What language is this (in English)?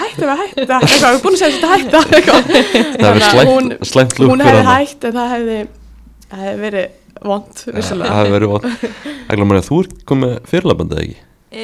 Icelandic